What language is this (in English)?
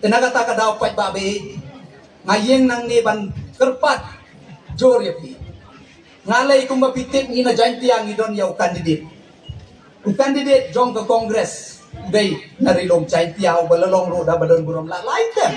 Khasi